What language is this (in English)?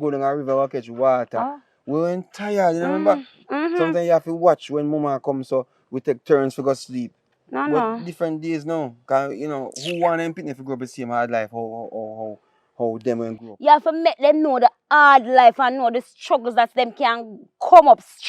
Jamaican Creole English